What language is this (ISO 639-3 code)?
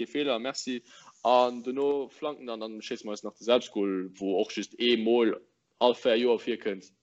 ltz